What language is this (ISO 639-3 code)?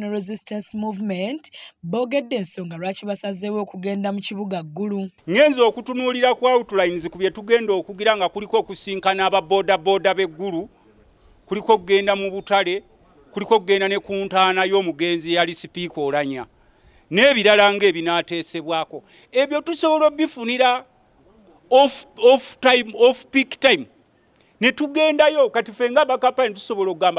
lug